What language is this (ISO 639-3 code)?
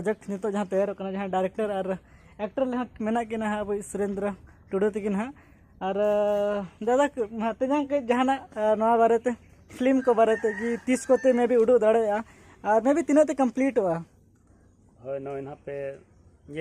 sat